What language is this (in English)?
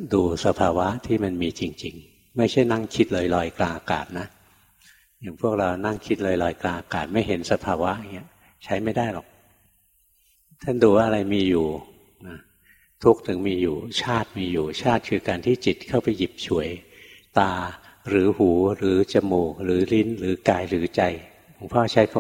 Thai